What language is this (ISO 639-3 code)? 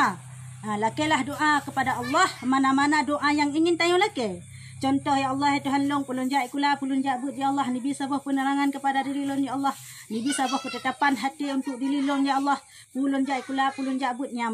ace